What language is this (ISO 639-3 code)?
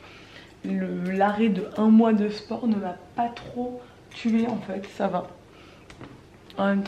fra